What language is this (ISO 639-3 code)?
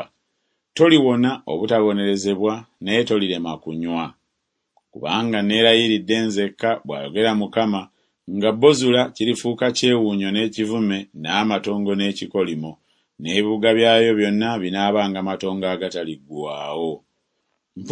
lug